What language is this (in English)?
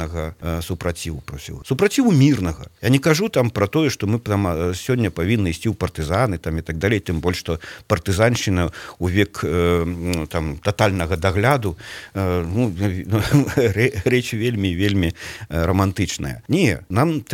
Belarusian